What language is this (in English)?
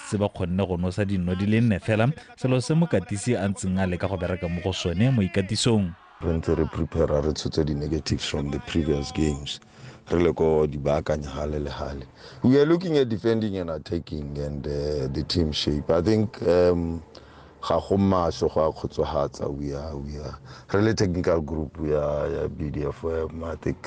Tswana